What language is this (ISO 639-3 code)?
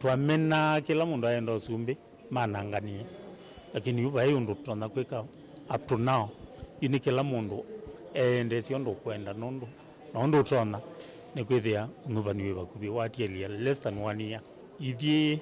kam